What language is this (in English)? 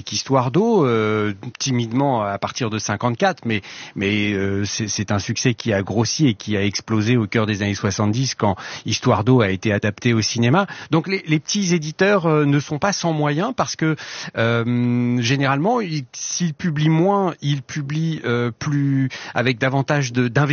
French